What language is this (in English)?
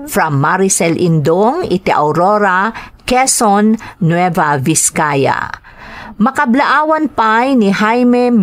Iloko